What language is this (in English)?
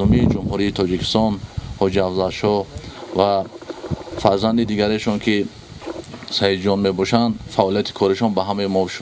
Tajik